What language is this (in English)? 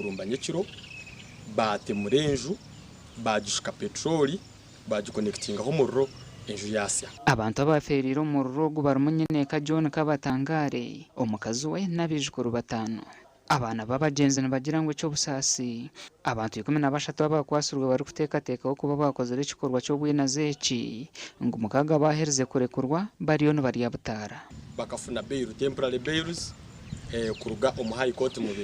Nyankole